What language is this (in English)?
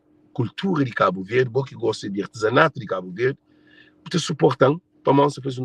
Kabuverdianu